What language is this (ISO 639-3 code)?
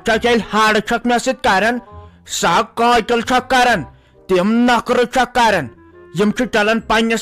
kas